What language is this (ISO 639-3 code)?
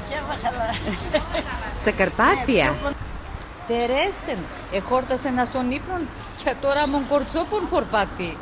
pnt